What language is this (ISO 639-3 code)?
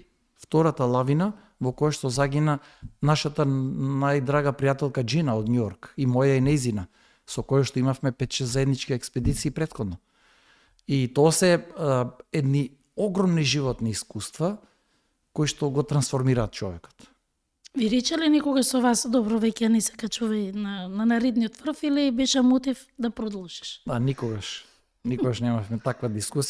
mkd